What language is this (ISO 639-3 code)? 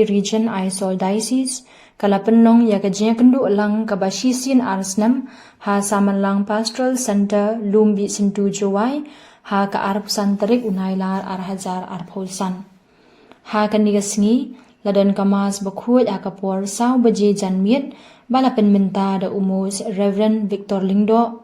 kha